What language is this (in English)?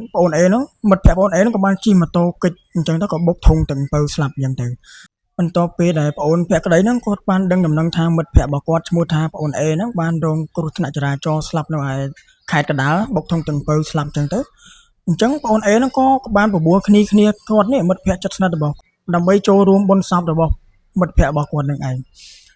Khmer